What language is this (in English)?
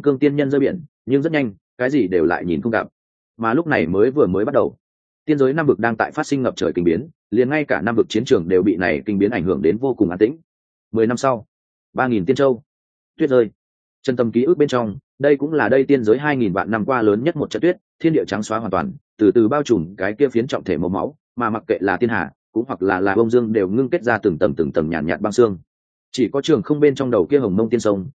Vietnamese